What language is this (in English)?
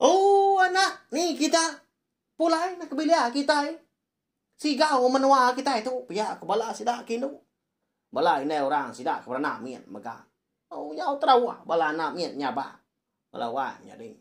Iban